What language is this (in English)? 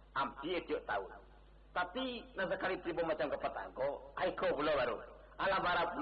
Minangkabau